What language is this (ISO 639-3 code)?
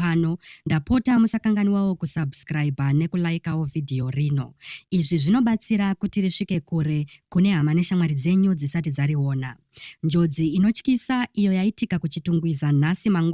sna